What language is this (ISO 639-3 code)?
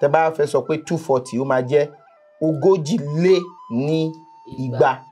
yor